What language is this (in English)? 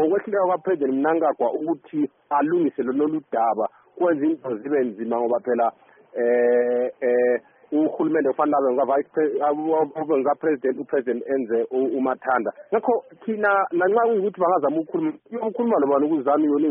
North Ndebele